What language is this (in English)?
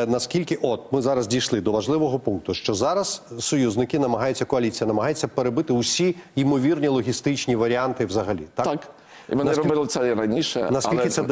Ukrainian